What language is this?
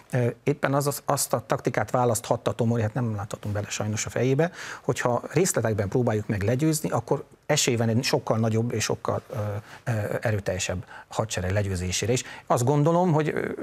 Hungarian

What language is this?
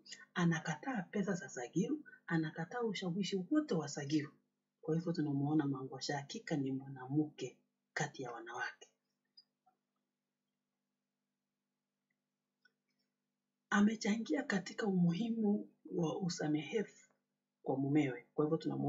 Swahili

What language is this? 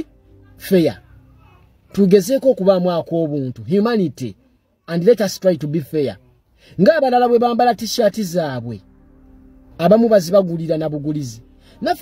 Ganda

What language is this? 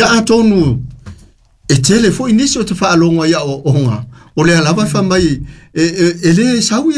Samoan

